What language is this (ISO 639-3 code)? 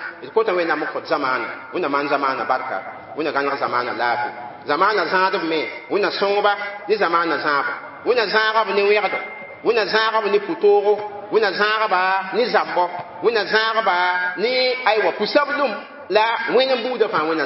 mos